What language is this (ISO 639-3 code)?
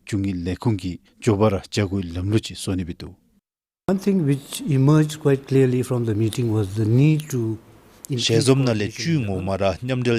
dzo